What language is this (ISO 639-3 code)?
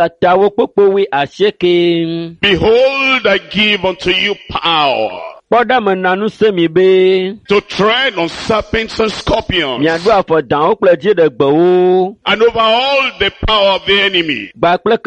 ewe